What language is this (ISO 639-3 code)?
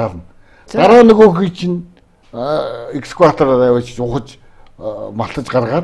mon